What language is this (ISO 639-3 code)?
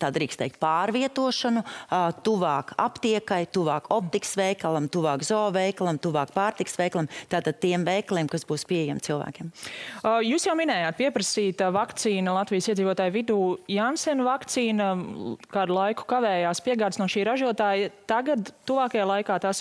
lav